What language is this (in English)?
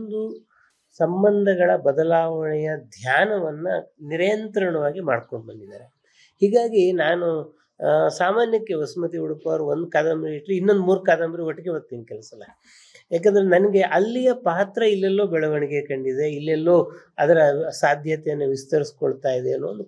Kannada